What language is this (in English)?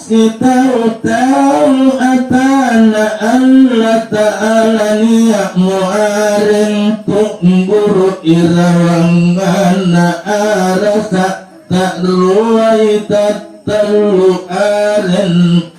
Makasar